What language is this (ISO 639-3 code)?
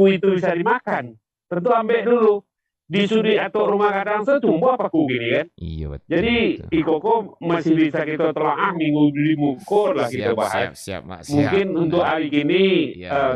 min